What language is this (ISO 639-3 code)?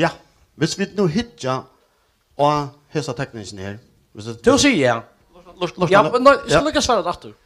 fao